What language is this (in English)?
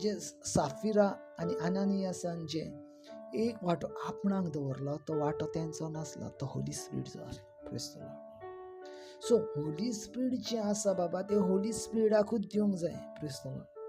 Konkani